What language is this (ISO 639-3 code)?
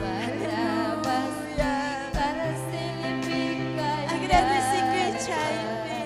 quy